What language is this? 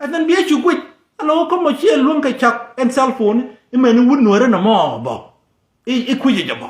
Nuer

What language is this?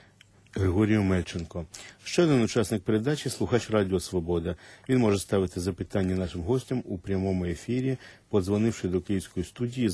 Ukrainian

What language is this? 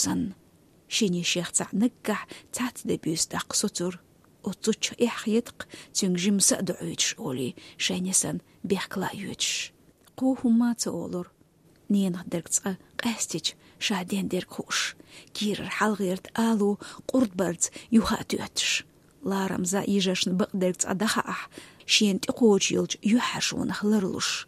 Chechen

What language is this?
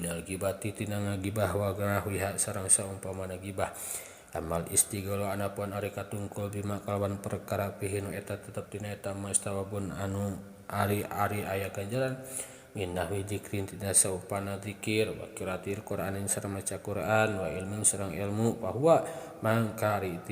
Sundanese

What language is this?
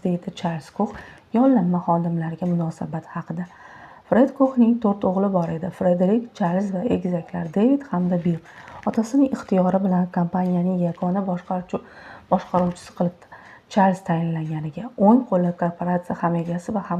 Uzbek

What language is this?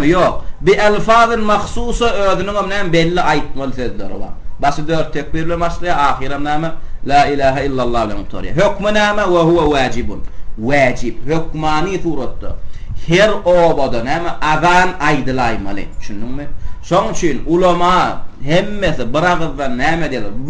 Turkmen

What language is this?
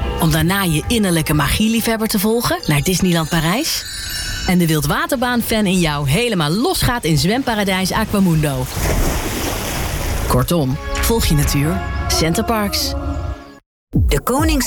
Dutch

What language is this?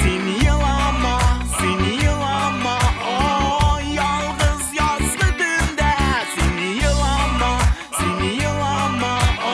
Tatar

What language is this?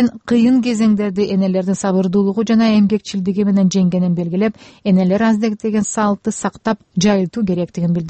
Kyrgyz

